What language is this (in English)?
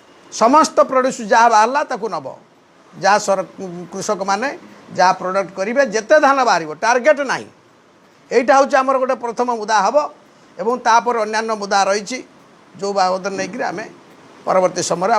Odia